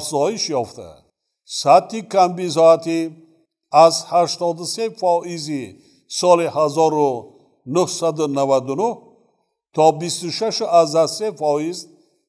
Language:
Tajik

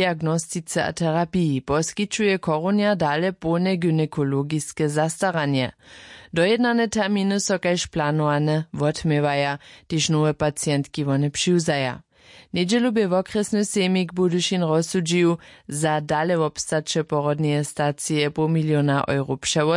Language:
Upper Sorbian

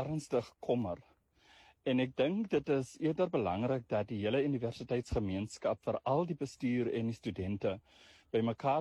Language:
Afrikaans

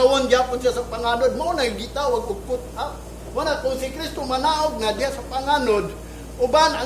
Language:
Cebuano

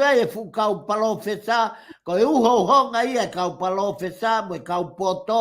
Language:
Tongan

